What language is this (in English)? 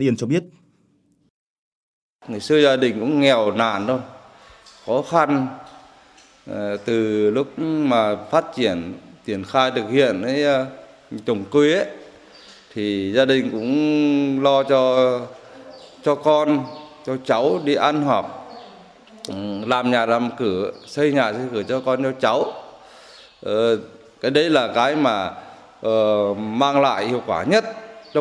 Vietnamese